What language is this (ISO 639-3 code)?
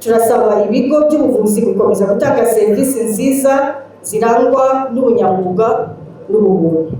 kin